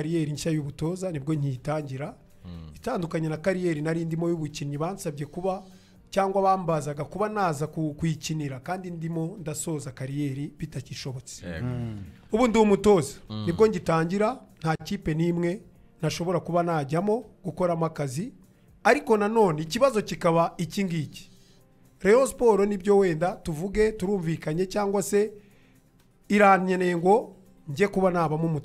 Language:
Kinyarwanda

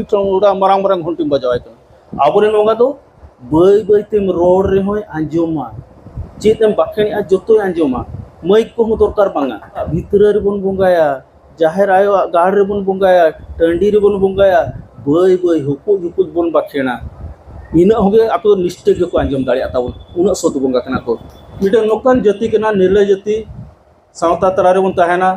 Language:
Santali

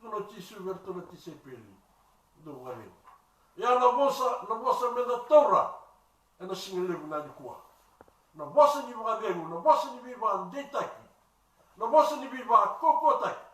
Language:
Fijian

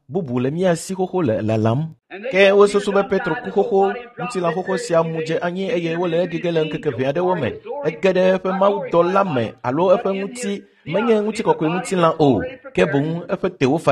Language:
Ewe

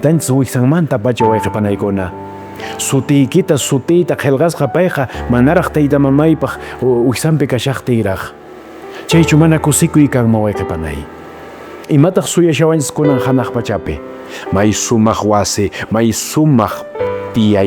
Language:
Quechua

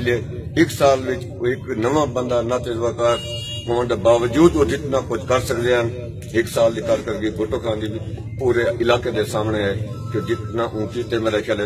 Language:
Saraiki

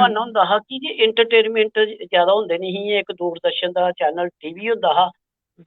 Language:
Dogri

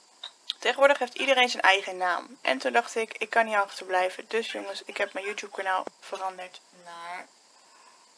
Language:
Dutch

